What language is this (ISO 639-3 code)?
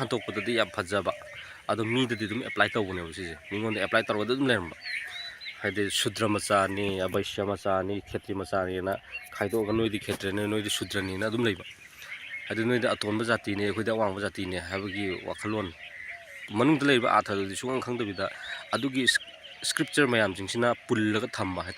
mni